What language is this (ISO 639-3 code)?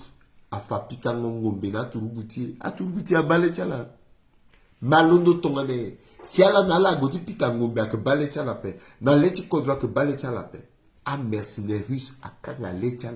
sag